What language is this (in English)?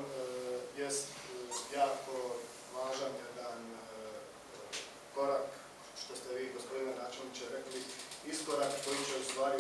Croatian